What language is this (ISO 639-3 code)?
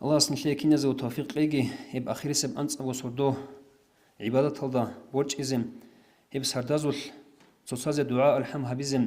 ava